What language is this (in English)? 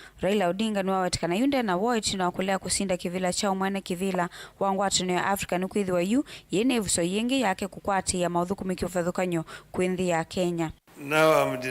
Kamba